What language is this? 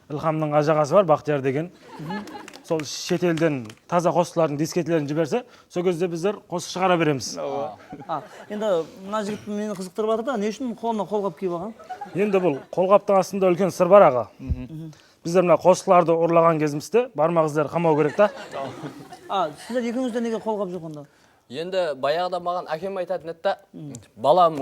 Kara-Kalpak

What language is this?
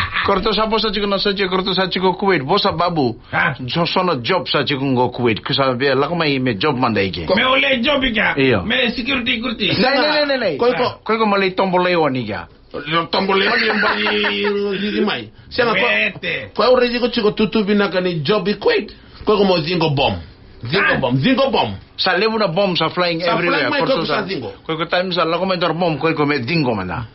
Fijian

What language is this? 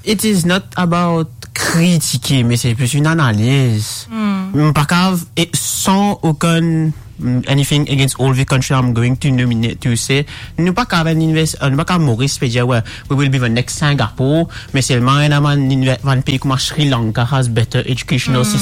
Morisyen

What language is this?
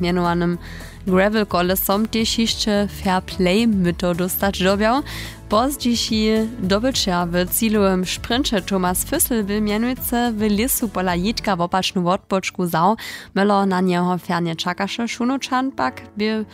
Upper Sorbian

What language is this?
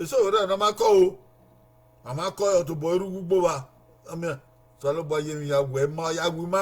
Bini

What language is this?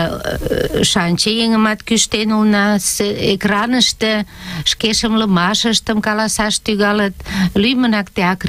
Mari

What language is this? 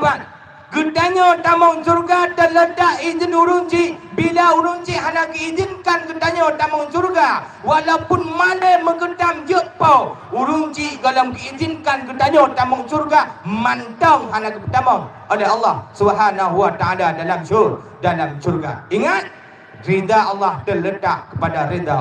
Achinese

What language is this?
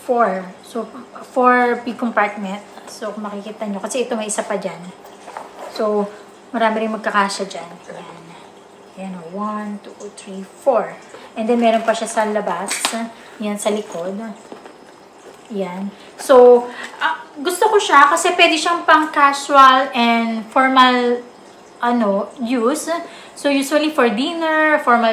Filipino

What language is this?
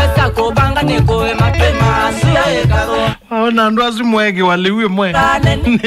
Kamba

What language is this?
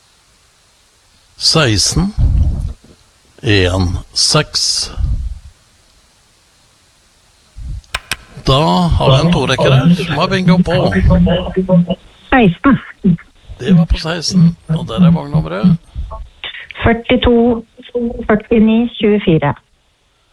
Norwegian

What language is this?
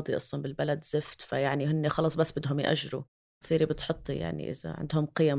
North Levantine Arabic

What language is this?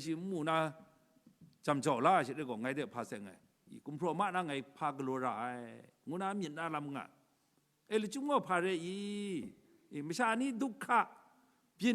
Kachin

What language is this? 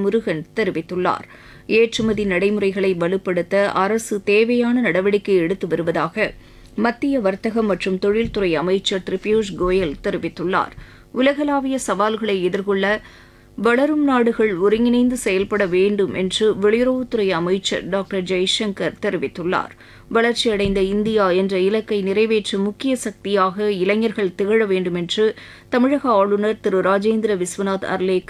Tamil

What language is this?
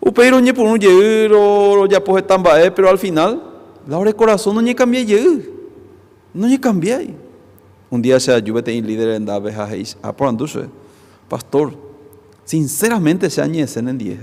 Guarani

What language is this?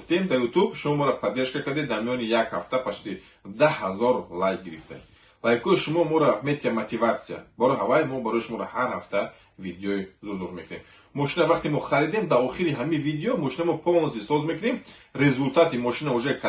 Tajik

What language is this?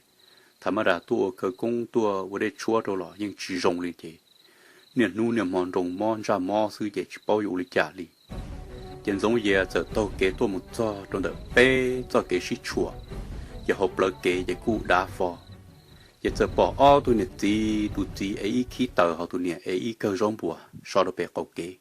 Hmong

